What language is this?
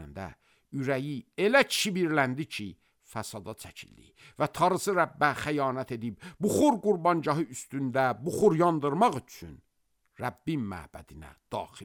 Azerbaijani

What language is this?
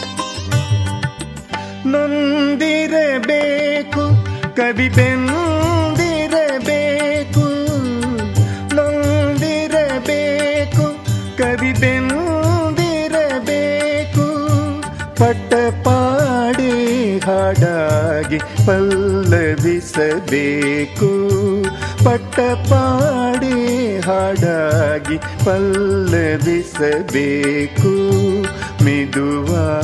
Kannada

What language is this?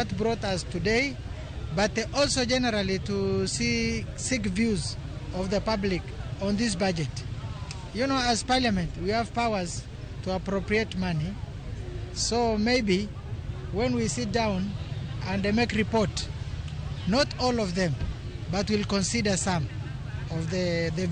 Luo (Kenya and Tanzania)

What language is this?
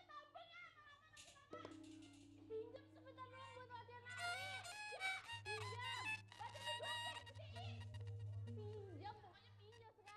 Betawi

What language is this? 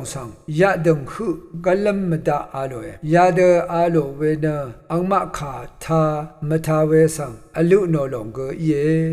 Rawang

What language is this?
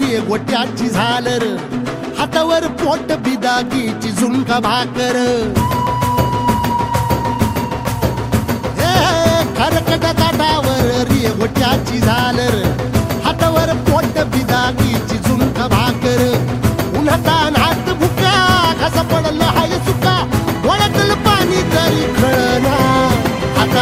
Marathi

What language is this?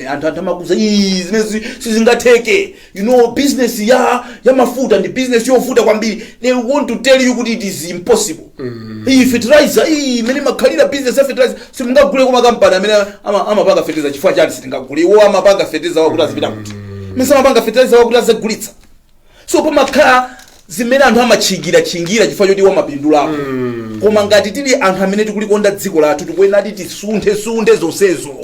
Nyanja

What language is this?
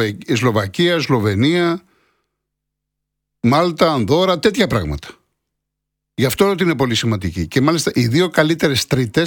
Greek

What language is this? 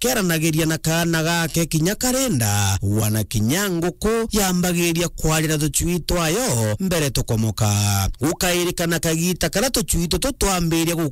Meru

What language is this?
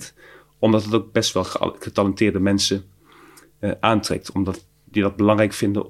Dutch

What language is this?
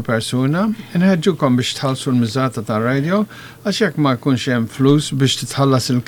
Maltese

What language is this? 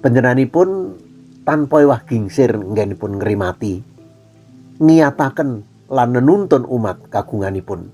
Javanese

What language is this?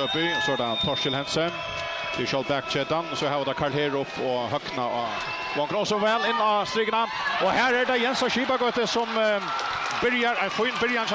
Faroese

